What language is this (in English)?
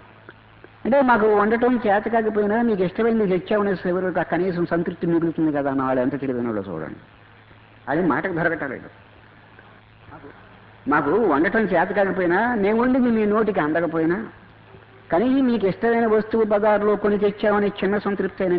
Telugu